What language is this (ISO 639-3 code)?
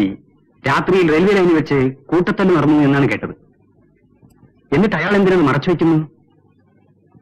mal